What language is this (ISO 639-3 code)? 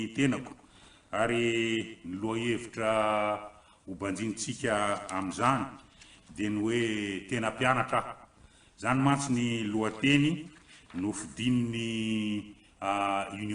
mlg